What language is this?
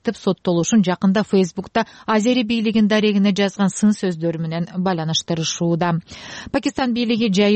Kyrgyz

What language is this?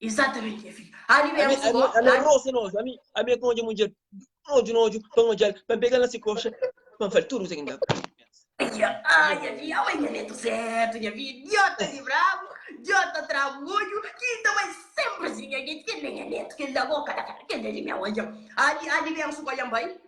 Kabuverdianu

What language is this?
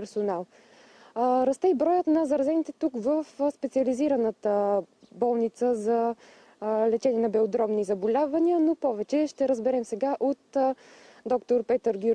Bulgarian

